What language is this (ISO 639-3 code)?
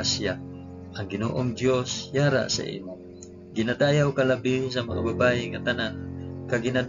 hil